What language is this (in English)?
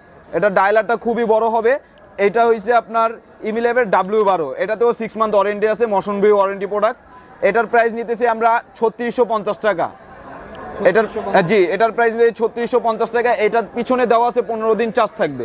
Bangla